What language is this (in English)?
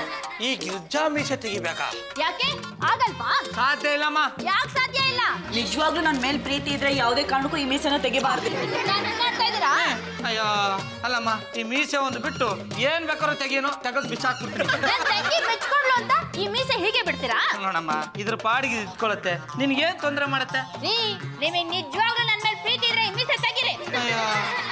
Kannada